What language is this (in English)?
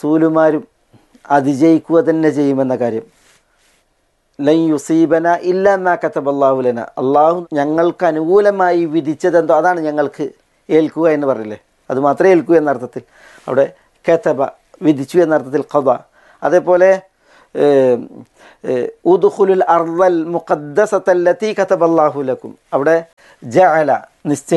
Malayalam